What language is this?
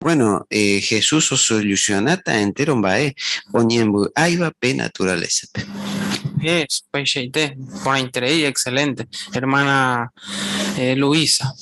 Guarani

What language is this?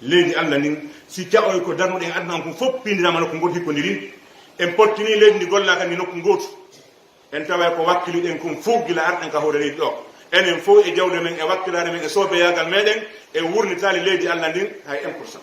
Fula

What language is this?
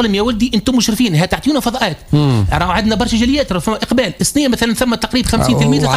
Tunisian Arabic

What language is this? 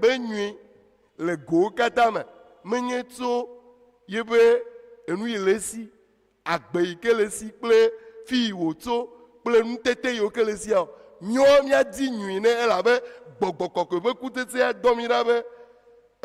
Ewe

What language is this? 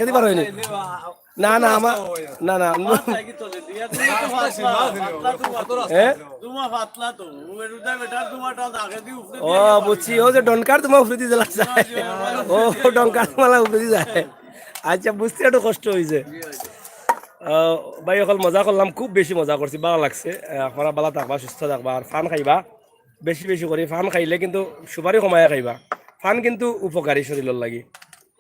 Sylheti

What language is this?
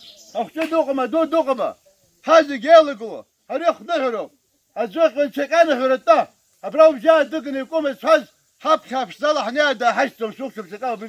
Abkhazian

